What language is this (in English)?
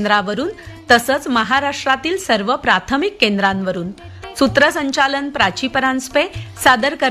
Marathi